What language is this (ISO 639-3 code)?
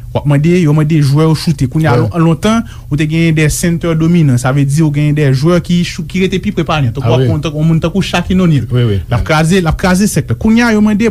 hat